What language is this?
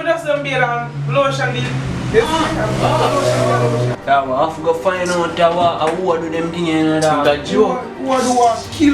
Jamaican Creole English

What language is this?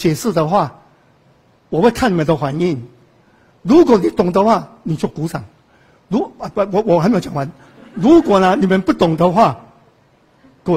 Chinese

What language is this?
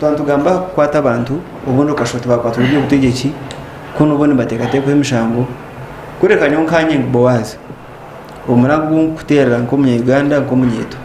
Nyankole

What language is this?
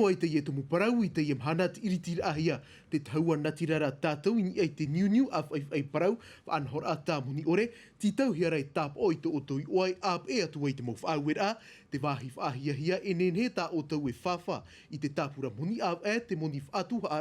Tahitian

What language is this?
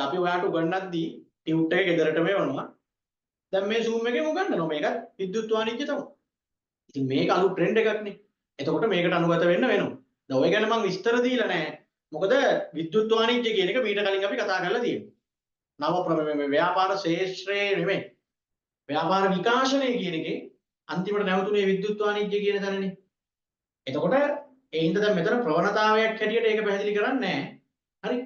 Sinhala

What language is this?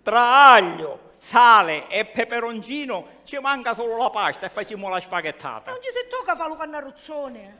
Sicilian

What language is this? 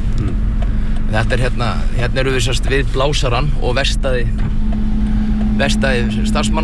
Icelandic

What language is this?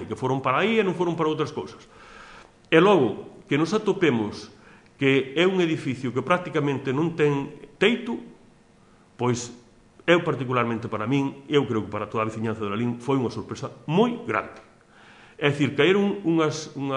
Galician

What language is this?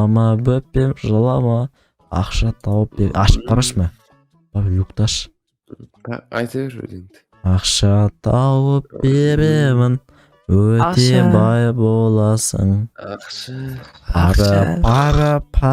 Kazakh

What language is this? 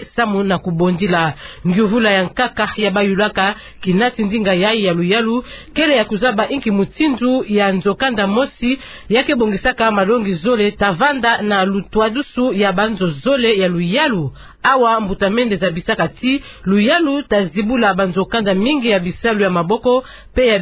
Kituba (Democratic Republic of Congo)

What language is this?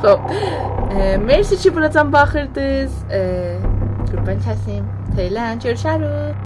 South Azerbaijani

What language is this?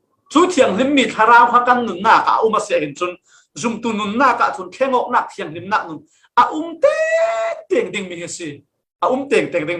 Falam Chin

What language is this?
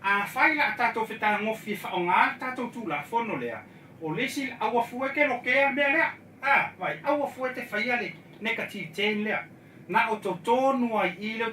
Samoan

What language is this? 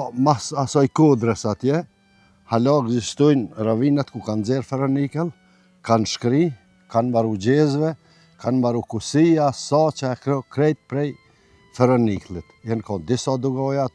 Albanian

